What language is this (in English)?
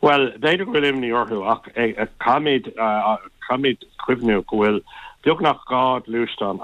Irish